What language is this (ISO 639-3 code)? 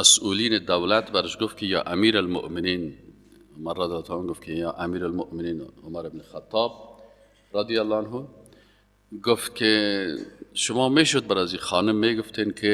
fas